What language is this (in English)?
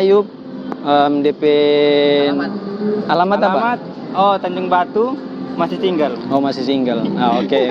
Manado Malay